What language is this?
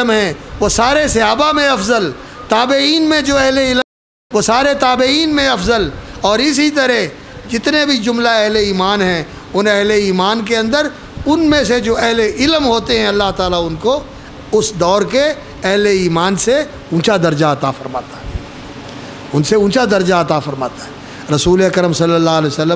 Urdu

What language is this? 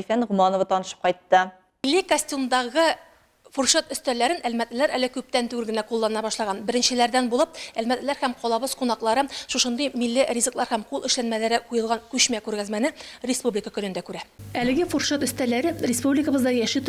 Tatar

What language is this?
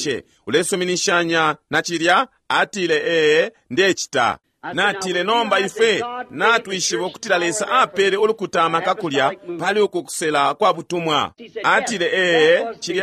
Bemba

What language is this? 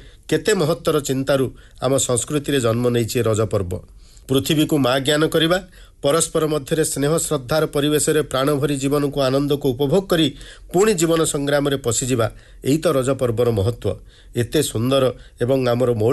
Odia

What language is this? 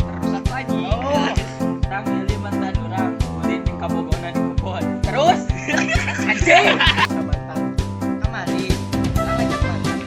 Sundanese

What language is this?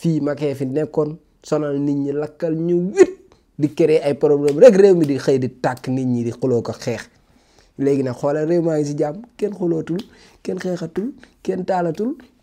Wolof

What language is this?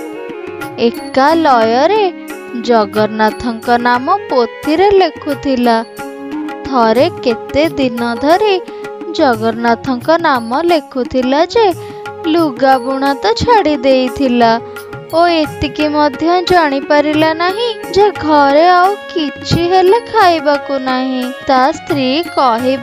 Odia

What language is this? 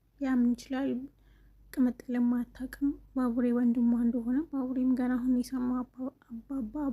Amharic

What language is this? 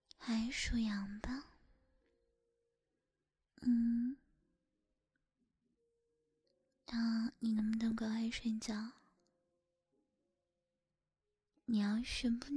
Chinese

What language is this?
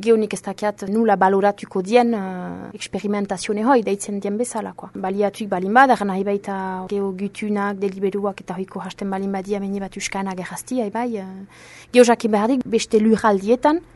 Basque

